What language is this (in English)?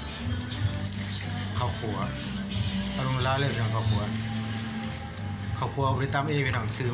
Lao